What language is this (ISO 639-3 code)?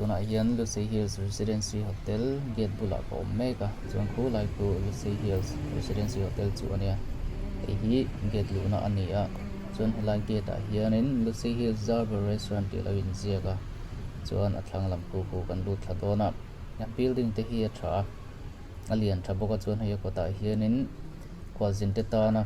lus